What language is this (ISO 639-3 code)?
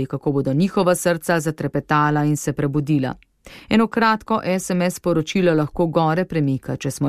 slv